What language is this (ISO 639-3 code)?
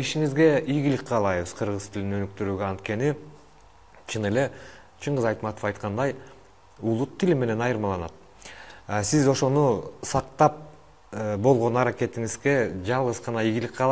kir